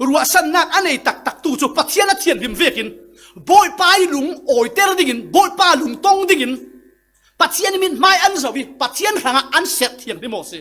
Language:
Falam Chin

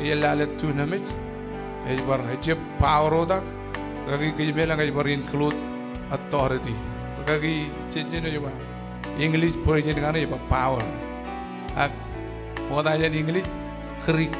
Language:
Marshallese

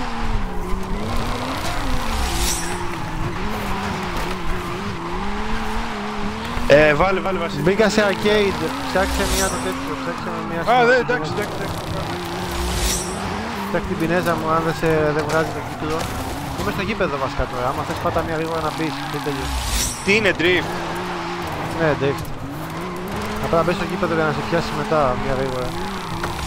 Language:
Greek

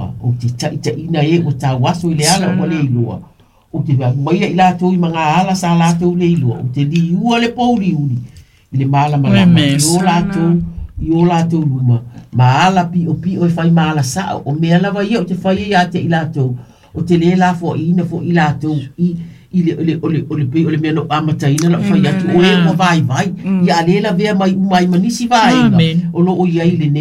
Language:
Samoan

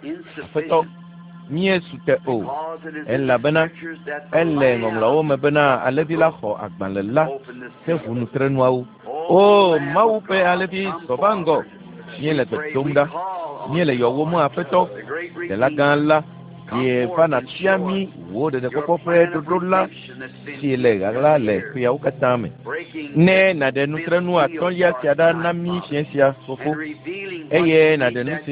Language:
Ewe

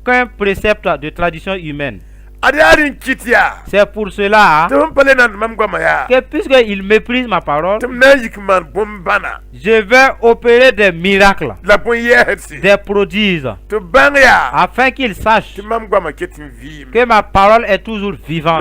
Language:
Mossi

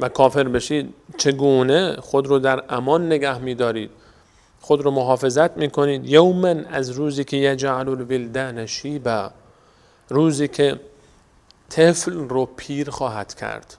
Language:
Persian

